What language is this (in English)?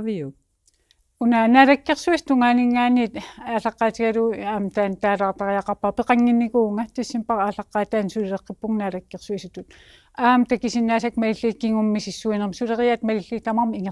Kalaallisut